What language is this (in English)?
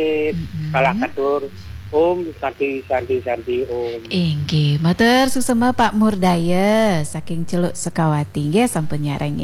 Balinese